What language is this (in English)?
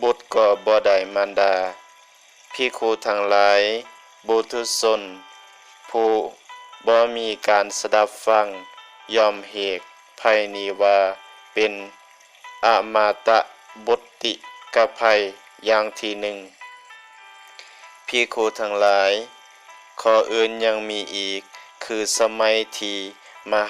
Lao